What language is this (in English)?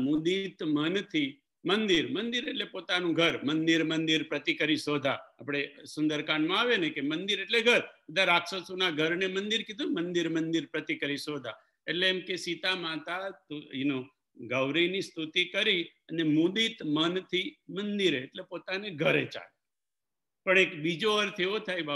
Gujarati